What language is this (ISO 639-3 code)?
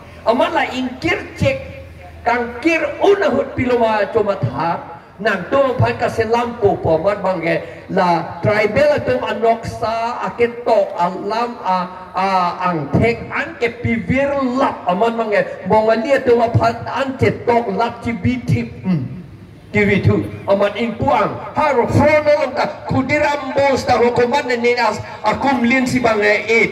mjw